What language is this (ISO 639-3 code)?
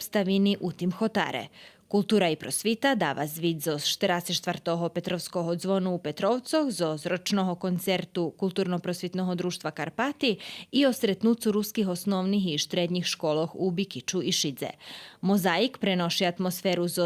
rue